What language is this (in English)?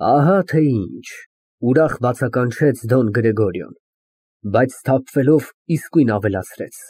Armenian